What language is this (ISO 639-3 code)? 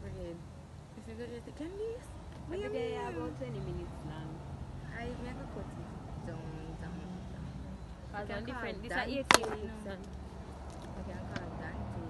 jam